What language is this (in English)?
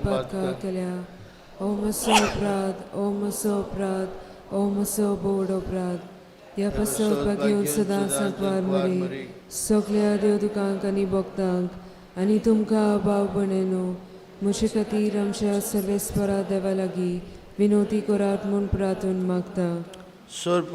Konkani